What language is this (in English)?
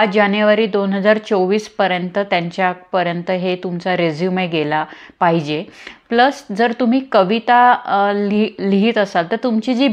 Marathi